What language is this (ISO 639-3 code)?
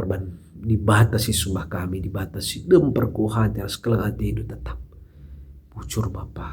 btx